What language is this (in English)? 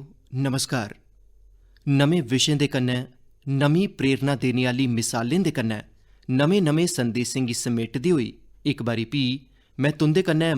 Dogri